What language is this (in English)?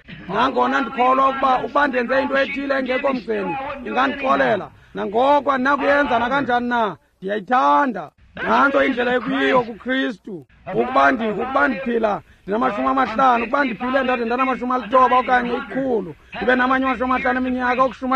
Xhosa